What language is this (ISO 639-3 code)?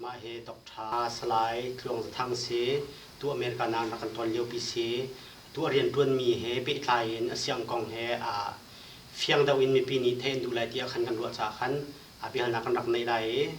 cnh